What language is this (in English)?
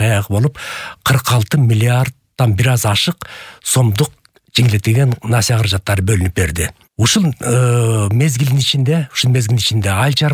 Kyrgyz